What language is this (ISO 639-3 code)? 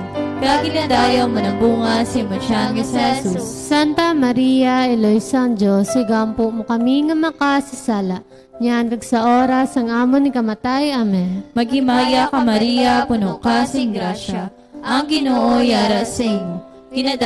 hil